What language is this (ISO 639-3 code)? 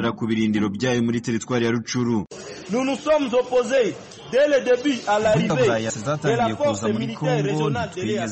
kin